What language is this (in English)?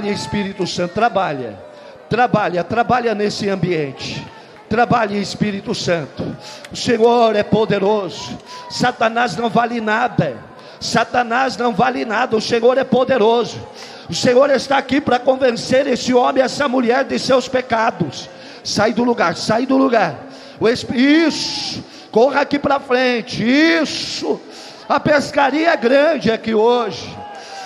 Portuguese